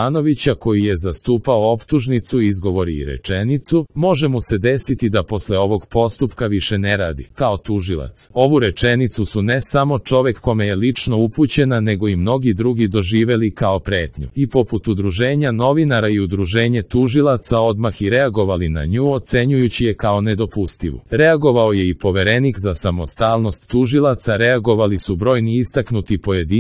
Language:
Serbian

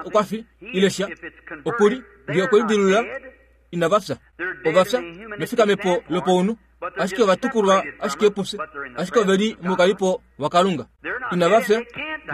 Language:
Kuanyama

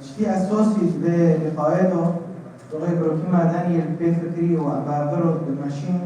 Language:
Kurdish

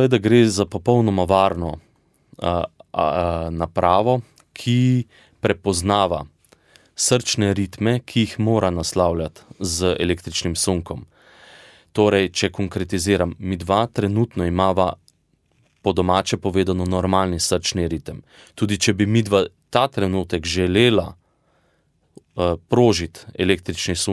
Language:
Slovenian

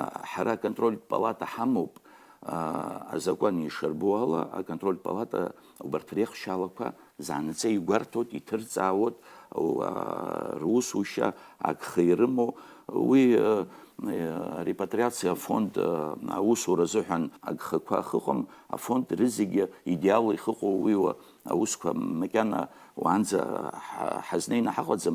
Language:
Abkhazian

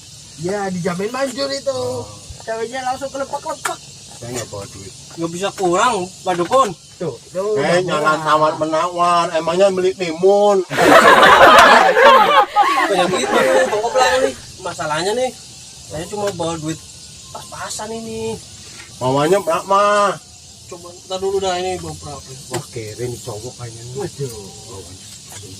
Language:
Betawi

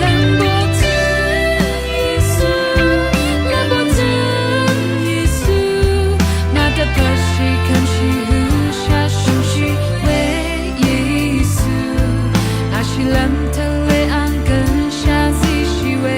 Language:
Rawang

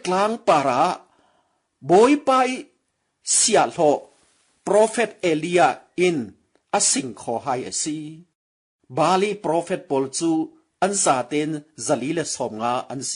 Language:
Falam Chin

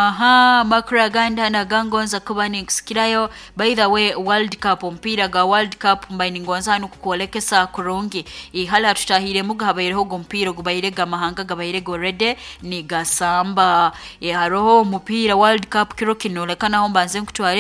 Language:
Nyoro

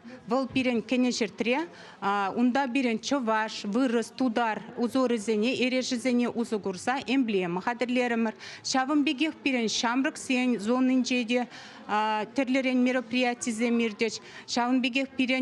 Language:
Chuvash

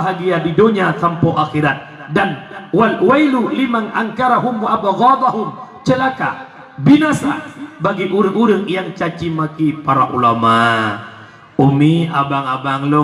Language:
Achinese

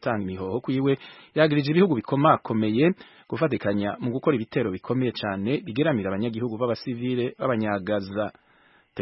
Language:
Kinyarwanda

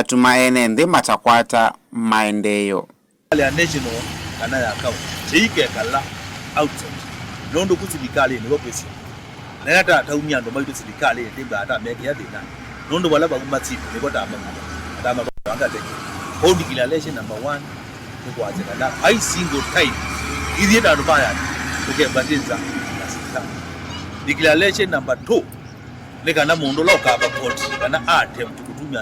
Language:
Kamba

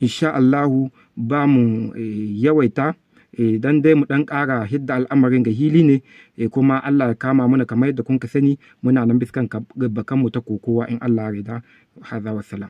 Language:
Hausa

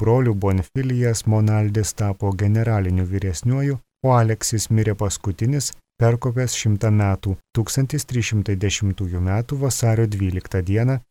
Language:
Lithuanian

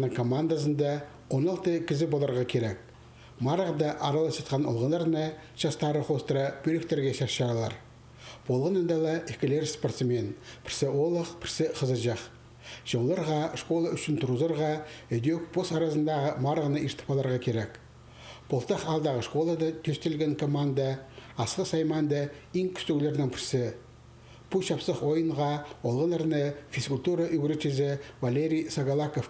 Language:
Khakas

